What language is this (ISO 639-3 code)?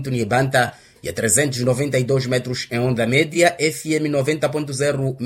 vmw